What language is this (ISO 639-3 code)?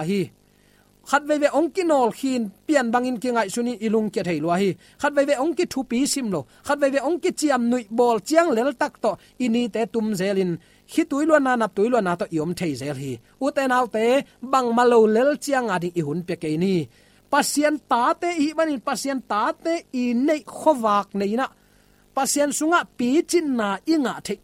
ctd